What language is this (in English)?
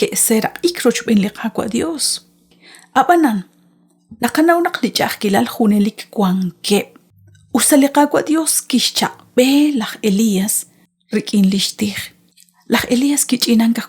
Kekchí